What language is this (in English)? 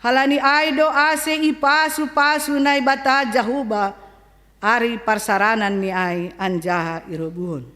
Batak Simalungun